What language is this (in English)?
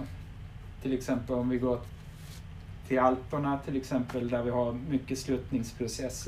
Swedish